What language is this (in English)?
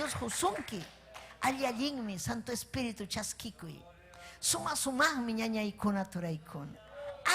Ayacucho Quechua